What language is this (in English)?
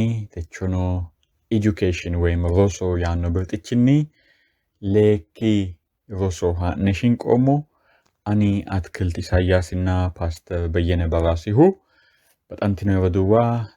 Sidamo